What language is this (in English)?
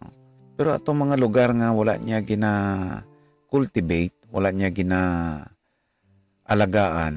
Hiligaynon